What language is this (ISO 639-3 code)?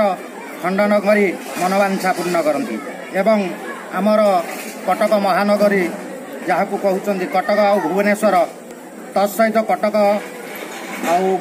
ori